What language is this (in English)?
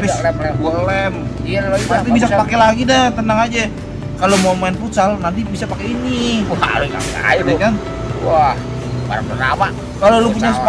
Betawi